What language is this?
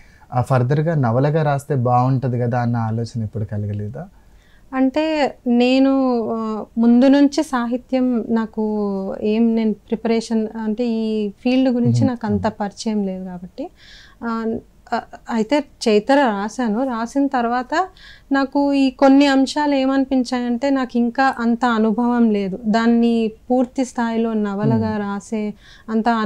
Telugu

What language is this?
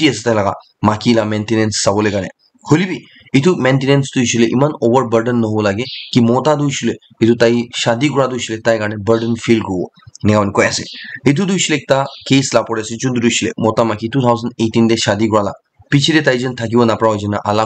Naga Pidgin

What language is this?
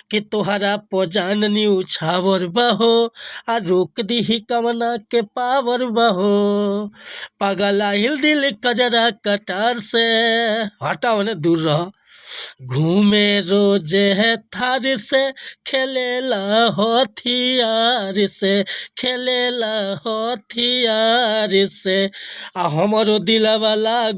Bhojpuri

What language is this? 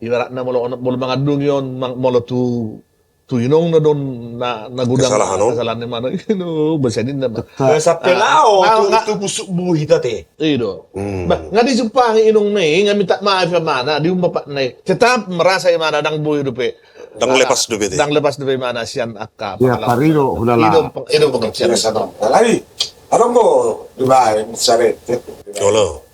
Batak Toba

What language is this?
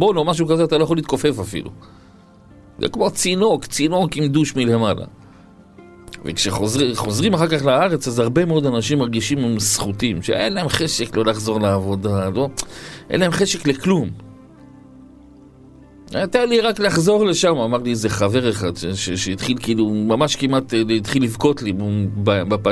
Hebrew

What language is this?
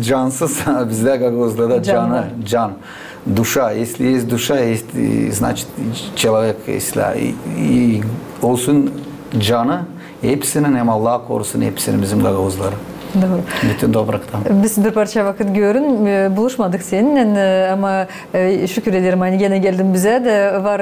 Gagauz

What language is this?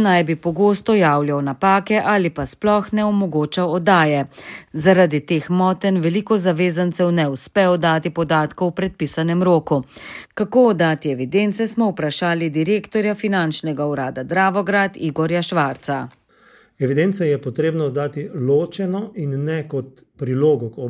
Slovenian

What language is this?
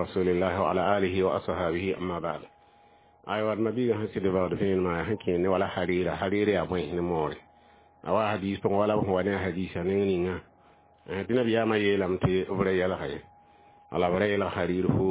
Mossi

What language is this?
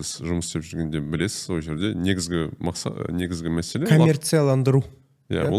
Kazakh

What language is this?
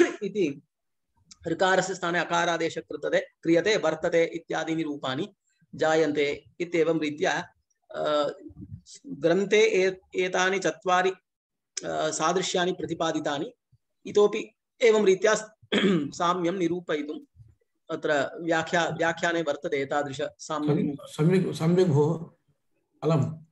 Sanskrit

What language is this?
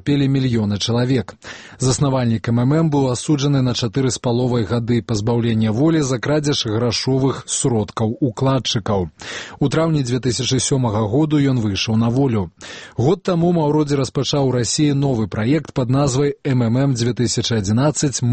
Belarusian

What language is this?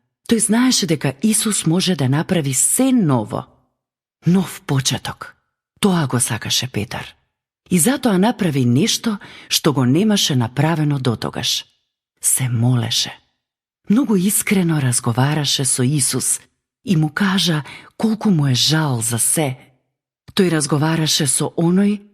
Macedonian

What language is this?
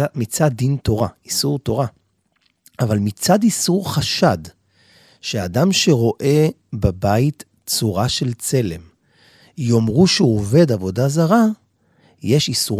Hebrew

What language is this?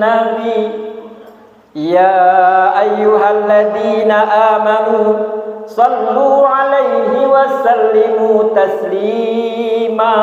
Banjar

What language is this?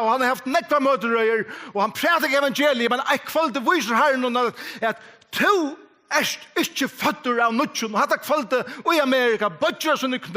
Faroese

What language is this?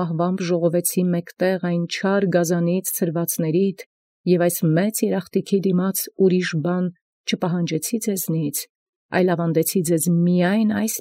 Armenian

